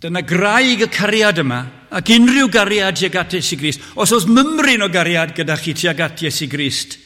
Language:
Welsh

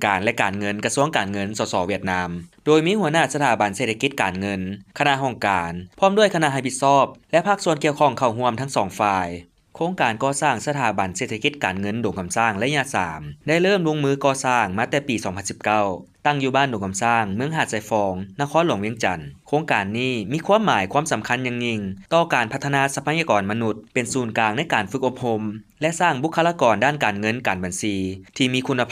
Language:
Lao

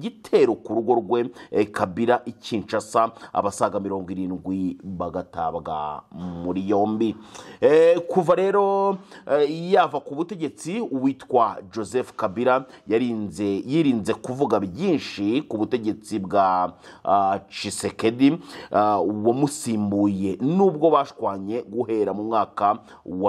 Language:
Kinyarwanda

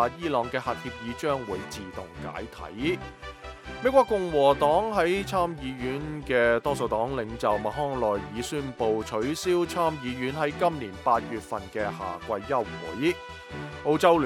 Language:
Cantonese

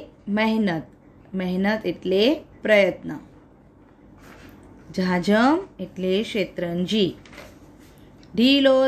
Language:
Gujarati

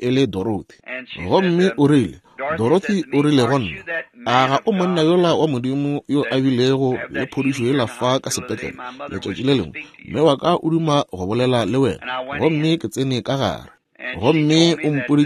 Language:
Northern Sotho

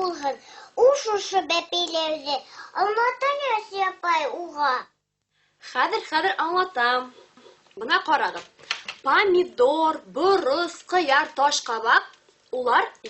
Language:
Bashkir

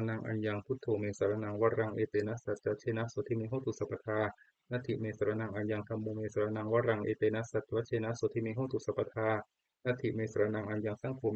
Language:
Pali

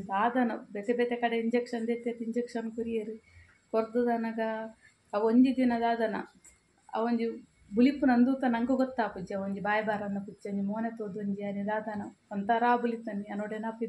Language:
Tulu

